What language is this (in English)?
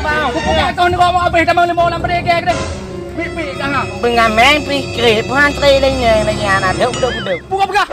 Achinese